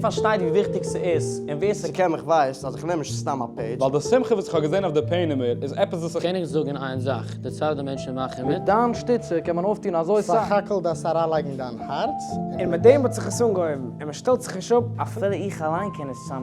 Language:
Yiddish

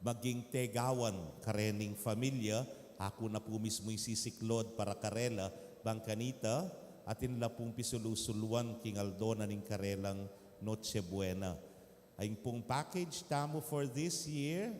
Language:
Pampanga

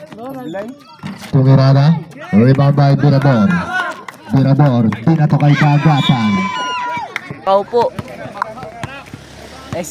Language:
Filipino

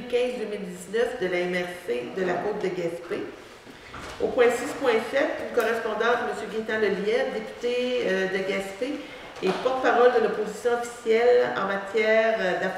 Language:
French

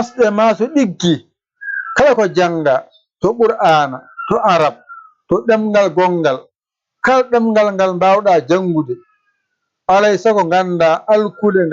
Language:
Fula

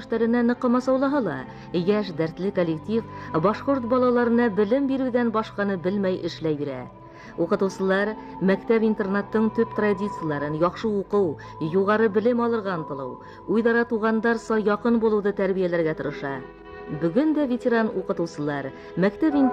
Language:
Bashkir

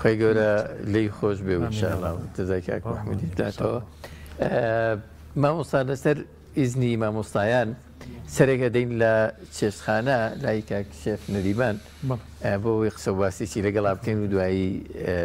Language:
Central Kurdish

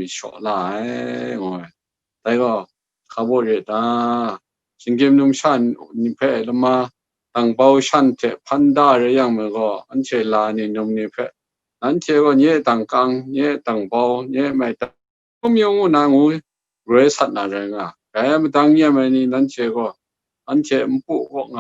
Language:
Kachin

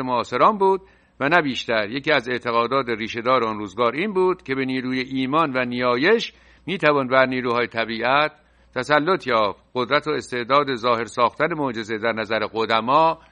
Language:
Persian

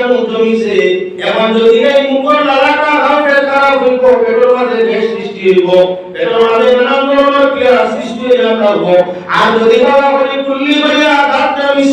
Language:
Sylheti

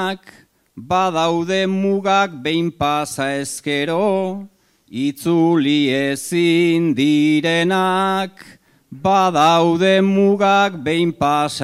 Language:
Basque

